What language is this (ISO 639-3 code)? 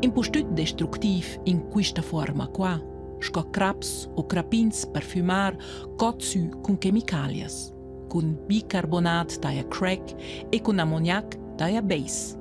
roh